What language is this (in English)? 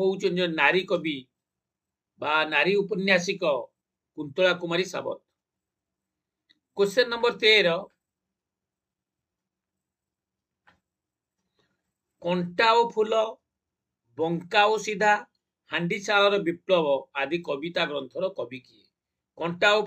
Odia